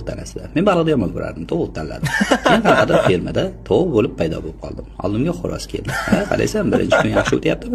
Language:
Uzbek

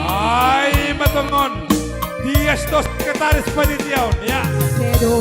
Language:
Batak Simalungun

